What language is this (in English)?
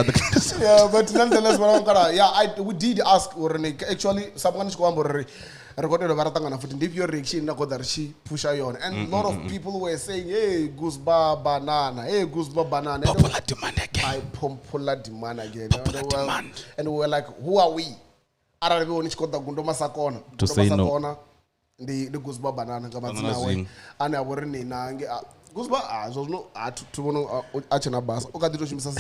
Venda